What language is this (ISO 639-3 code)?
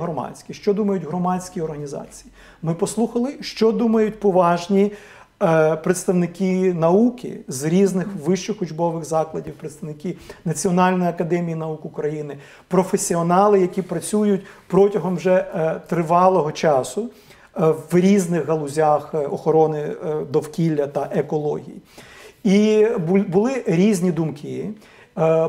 ukr